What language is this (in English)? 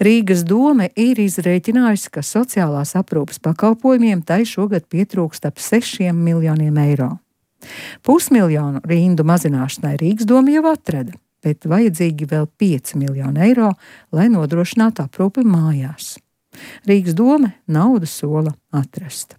Latvian